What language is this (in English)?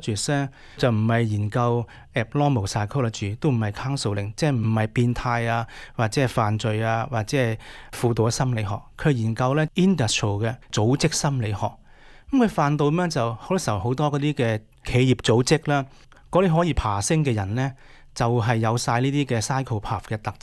Cantonese